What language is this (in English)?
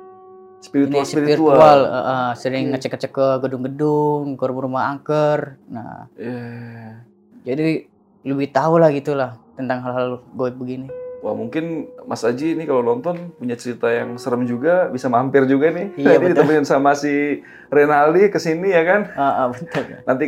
Indonesian